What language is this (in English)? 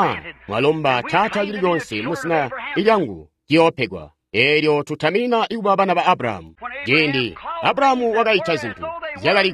Tonga (Zambia)